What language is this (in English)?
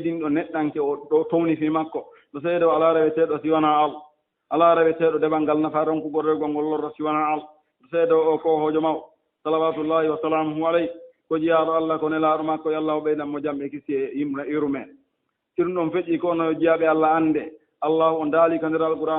Fula